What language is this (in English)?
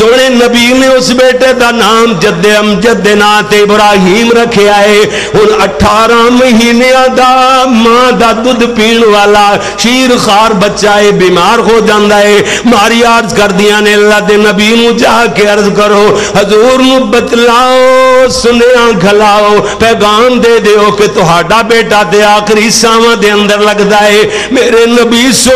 Western Panjabi